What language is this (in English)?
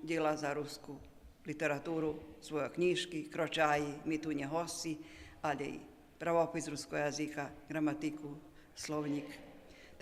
Rusyn